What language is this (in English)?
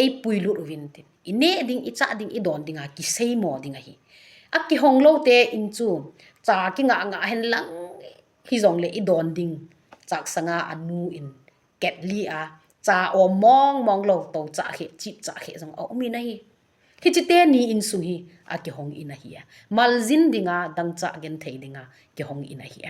Thado Chin